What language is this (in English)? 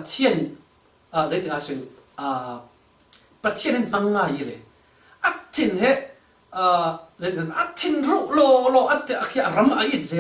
Falam Chin